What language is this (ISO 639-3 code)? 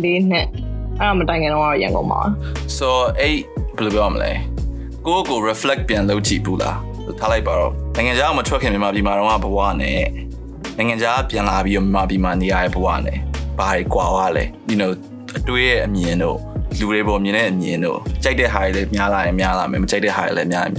mya